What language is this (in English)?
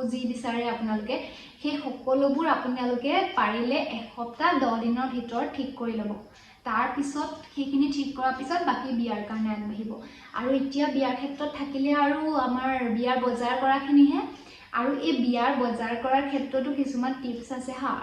Assamese